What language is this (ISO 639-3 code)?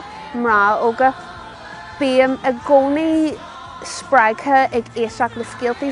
gle